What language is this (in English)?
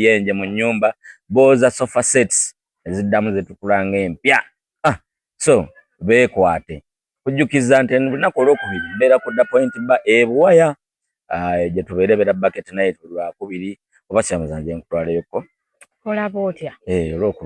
Ganda